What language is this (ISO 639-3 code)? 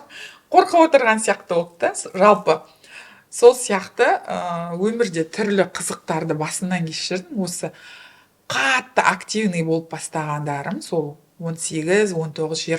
kaz